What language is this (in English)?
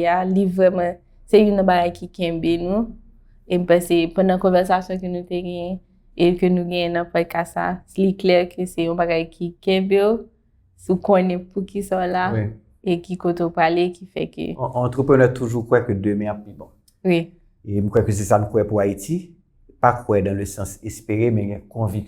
Haitian Creole